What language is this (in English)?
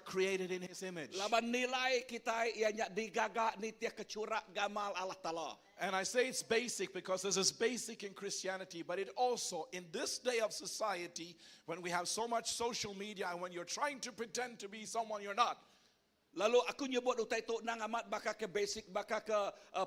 Iban